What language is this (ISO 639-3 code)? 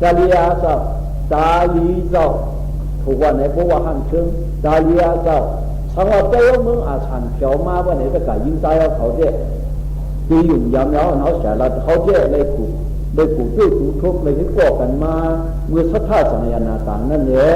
shn